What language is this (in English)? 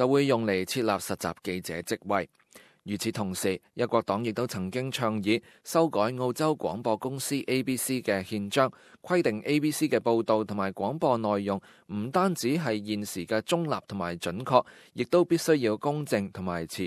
Cantonese